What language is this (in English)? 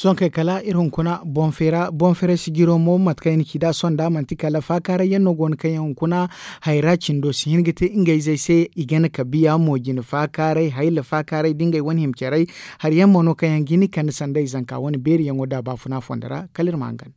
Zarma